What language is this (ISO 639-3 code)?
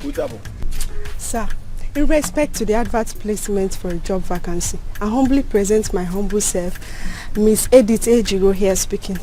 pcm